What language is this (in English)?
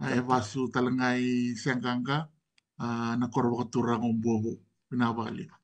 Fijian